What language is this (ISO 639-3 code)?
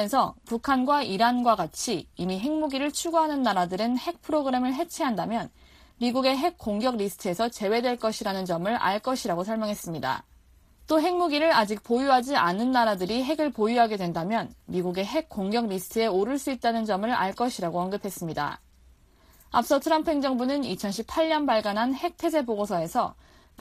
kor